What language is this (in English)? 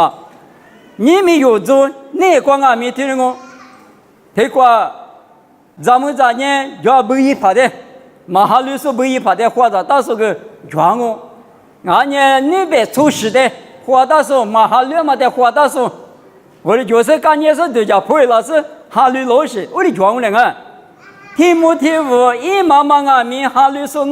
Lisu